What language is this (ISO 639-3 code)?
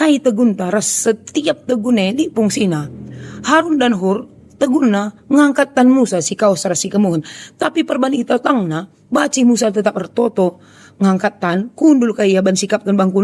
btx